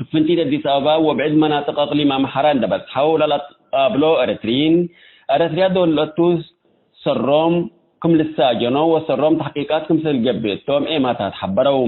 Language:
Tigre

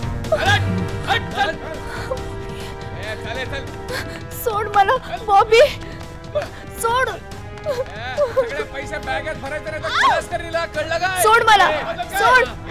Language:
Marathi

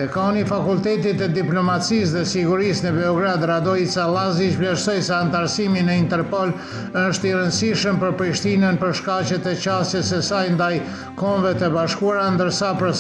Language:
Albanian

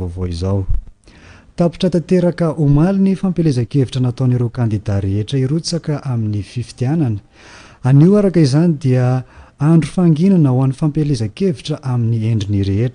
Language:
Malagasy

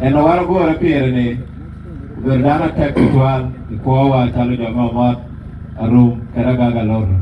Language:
Acoli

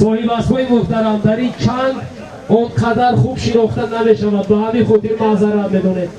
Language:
Tajik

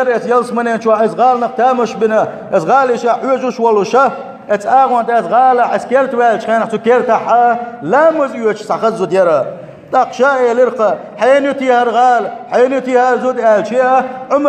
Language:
Chechen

